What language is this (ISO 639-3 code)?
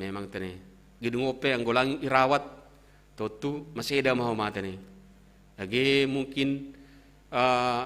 bts